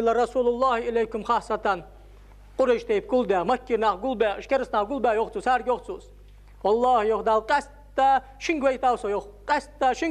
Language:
Ingush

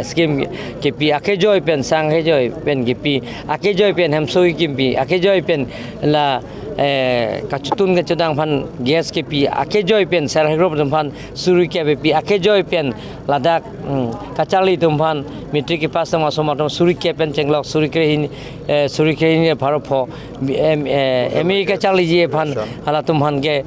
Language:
Karbi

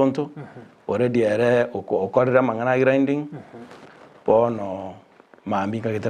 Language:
Gusii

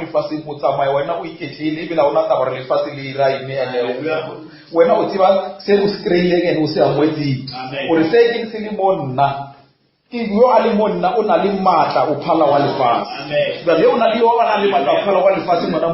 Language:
Northern Sotho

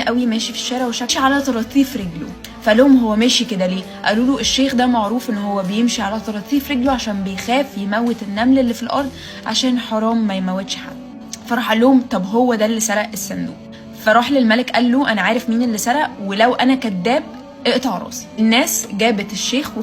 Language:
Egyptian Arabic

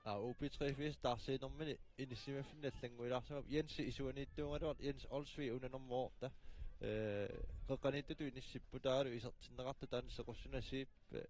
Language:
Kalaallisut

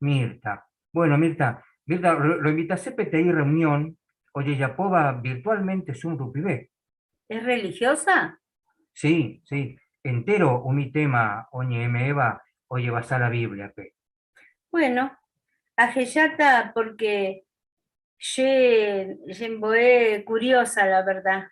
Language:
Guarani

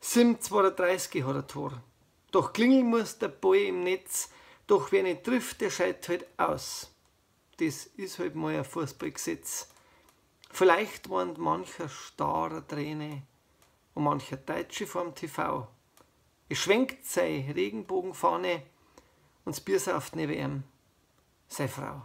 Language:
Bavarian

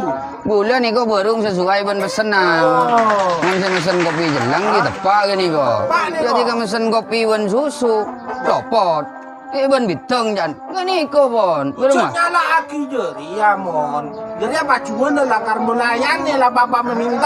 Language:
Madurese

